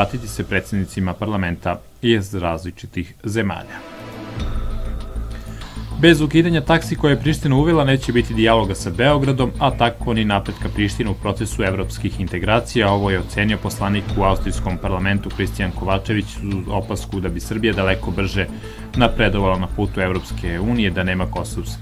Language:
Serbian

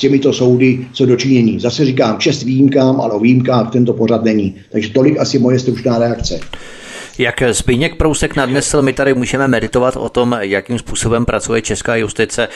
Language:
Czech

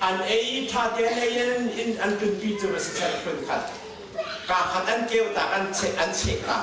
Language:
Hakha Chin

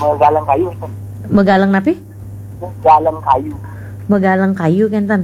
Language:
Balinese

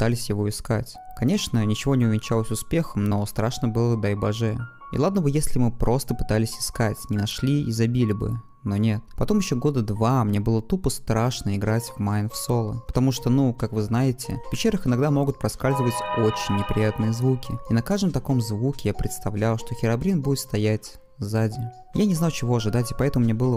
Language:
Russian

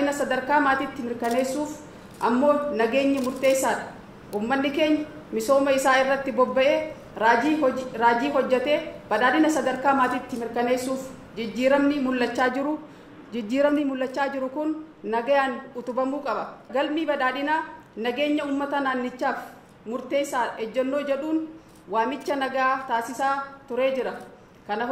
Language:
Oromo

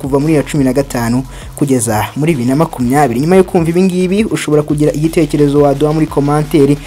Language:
Kinyarwanda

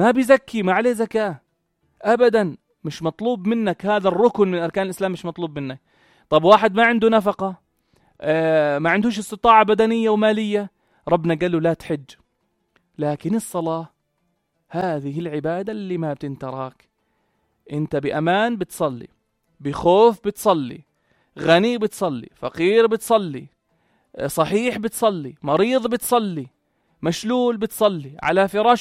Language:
North Levantine Arabic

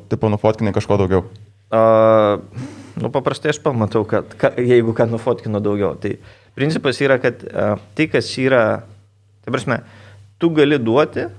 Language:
Lithuanian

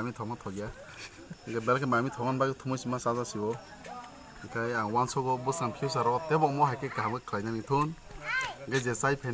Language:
Kok Borok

